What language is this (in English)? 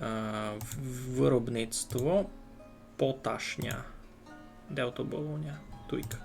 Rusyn